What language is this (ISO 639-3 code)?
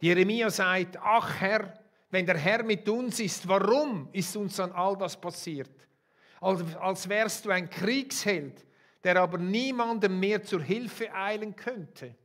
gsw